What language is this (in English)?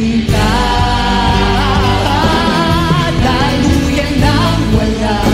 Filipino